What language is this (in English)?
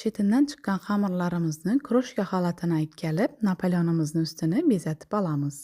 Uzbek